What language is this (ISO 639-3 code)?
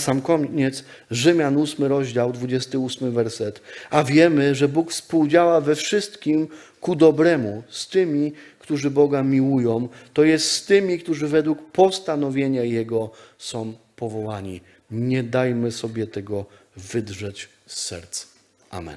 pol